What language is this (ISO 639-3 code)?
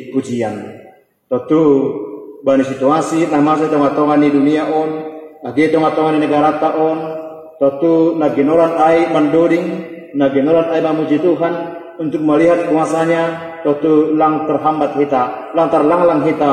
bts